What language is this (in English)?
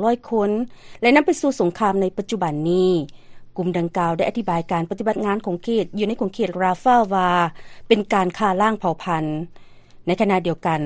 Lao